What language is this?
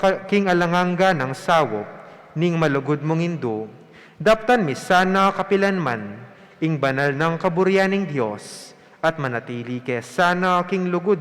Pampanga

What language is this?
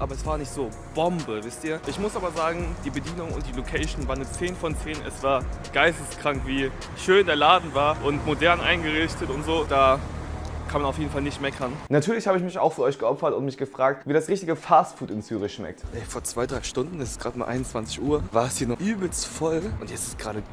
Swiss German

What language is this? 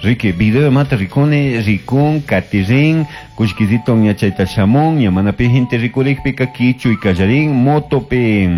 Chimborazo Highland Quichua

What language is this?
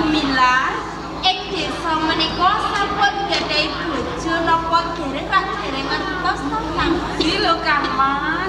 Javanese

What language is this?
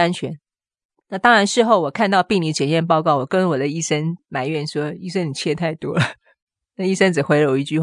Chinese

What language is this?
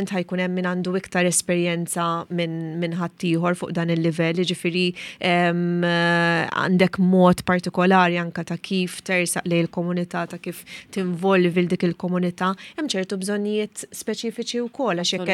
Maltese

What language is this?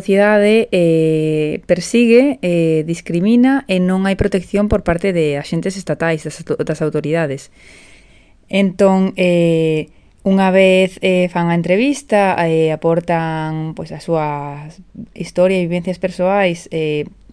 Galician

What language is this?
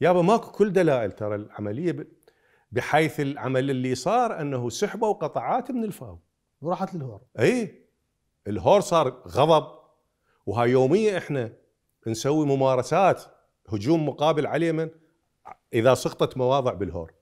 Mesopotamian Arabic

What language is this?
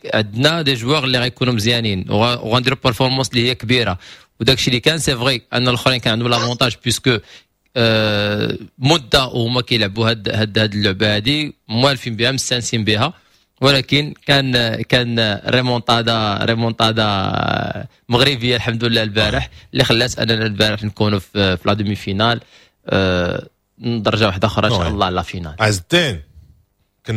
Moroccan Arabic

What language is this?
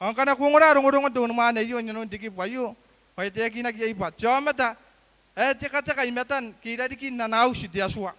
Gilbertese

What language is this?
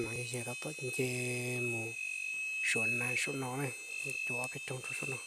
Hmong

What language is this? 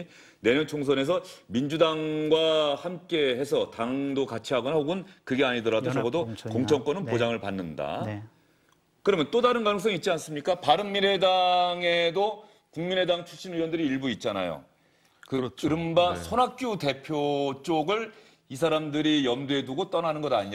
Korean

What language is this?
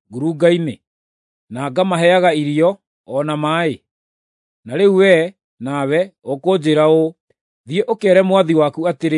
Kikuyu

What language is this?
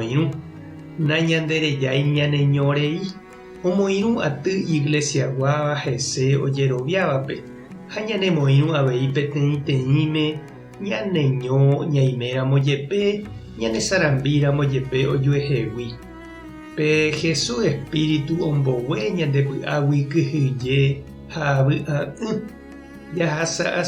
Guarani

